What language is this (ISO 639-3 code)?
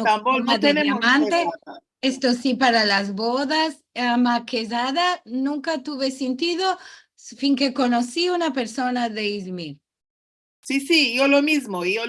lad